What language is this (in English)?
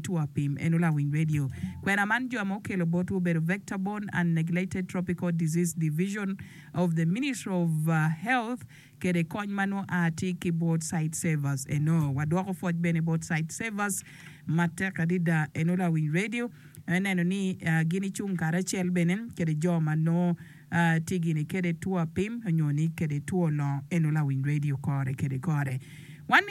Acoli